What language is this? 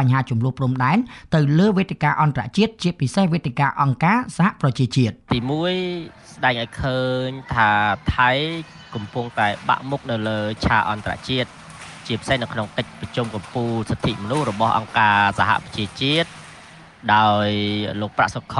Khmer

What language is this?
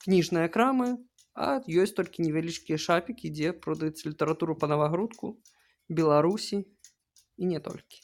Belarusian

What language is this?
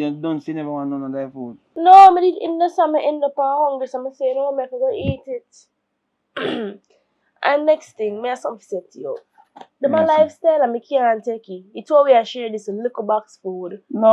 Jamaican Creole English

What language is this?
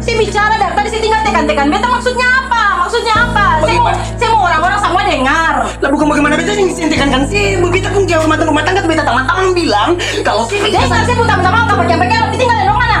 Ambonese Malay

